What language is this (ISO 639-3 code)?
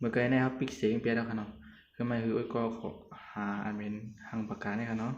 shn